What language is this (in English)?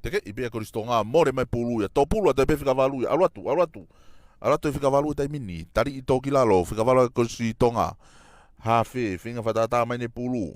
Tongan